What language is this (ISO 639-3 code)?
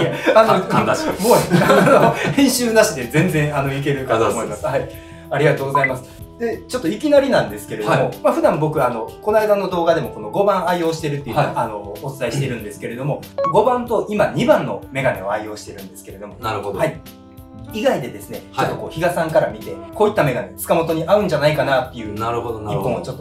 jpn